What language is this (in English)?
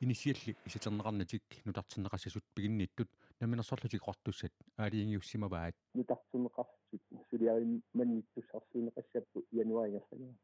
Kalaallisut